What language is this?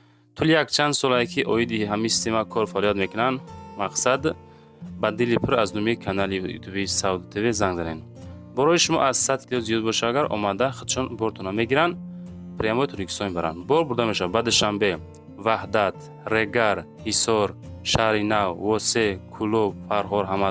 Tajik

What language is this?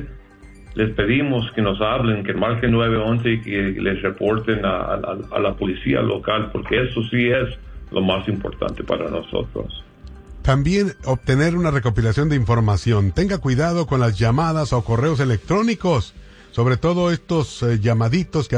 Spanish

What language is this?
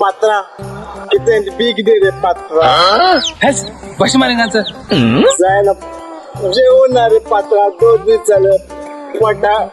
Konkani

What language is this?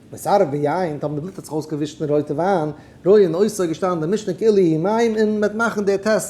Yiddish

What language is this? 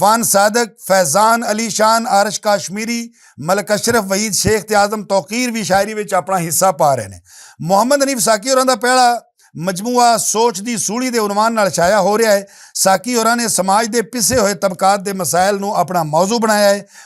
Western Panjabi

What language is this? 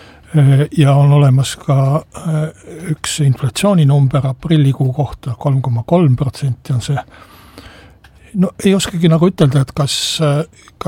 Estonian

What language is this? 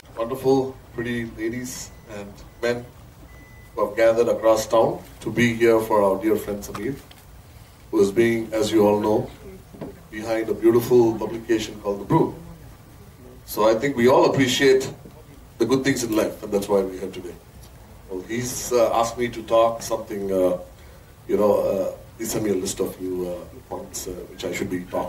English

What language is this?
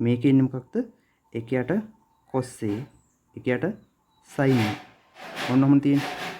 Sinhala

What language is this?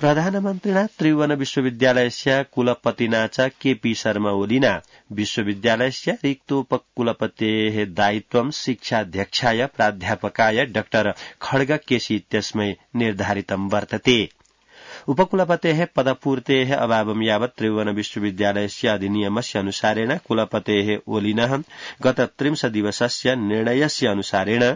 Sanskrit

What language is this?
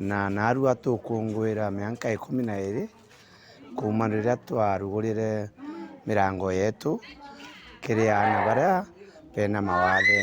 Meru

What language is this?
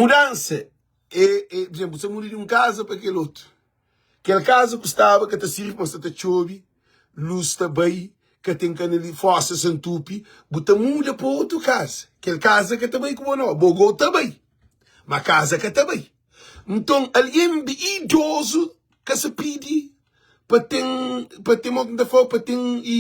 Kabuverdianu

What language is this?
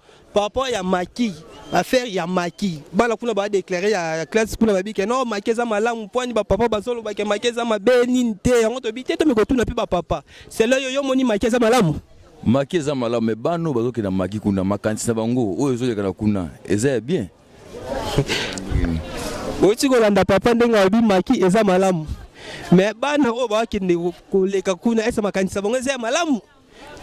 Lingala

